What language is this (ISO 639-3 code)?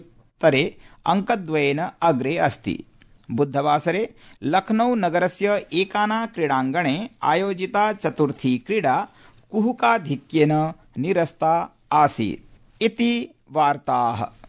san